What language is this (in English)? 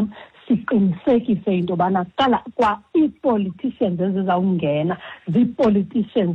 Xhosa